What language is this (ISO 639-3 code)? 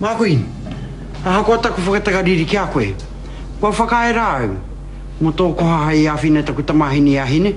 mri